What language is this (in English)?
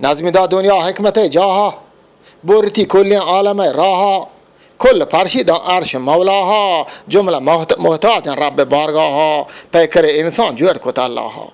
Eastern Balochi